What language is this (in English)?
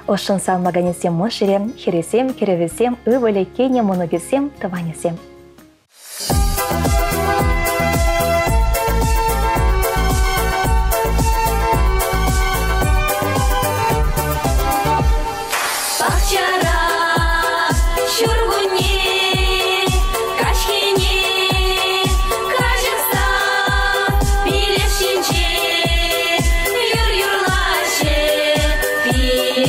Chuvash